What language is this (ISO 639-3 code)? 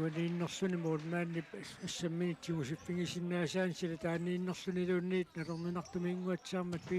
kal